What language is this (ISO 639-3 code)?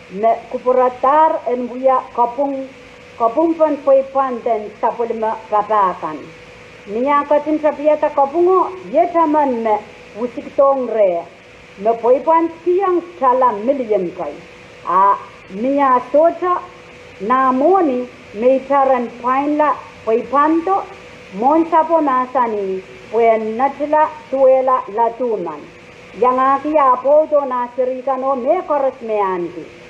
pon